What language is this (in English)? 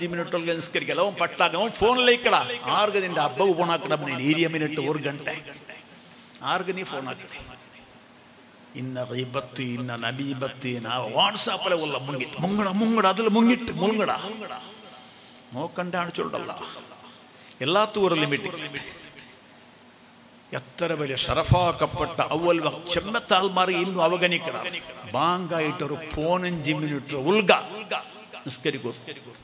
Malayalam